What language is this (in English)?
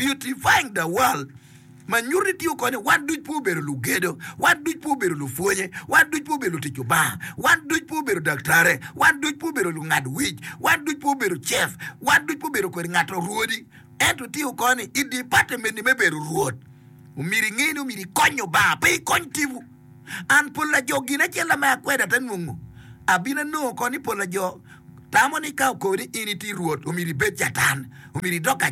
Acoli